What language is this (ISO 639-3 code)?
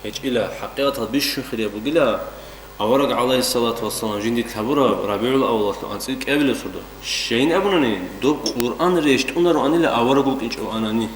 ava